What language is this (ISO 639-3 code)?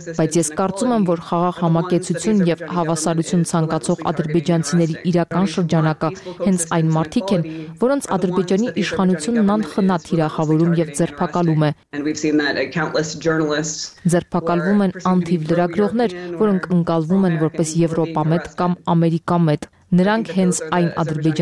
hye